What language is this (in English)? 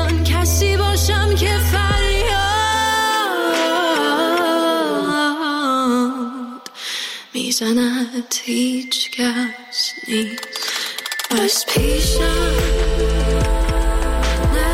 Persian